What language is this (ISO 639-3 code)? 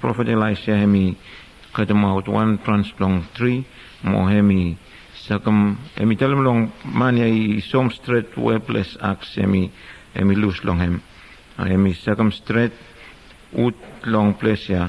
bis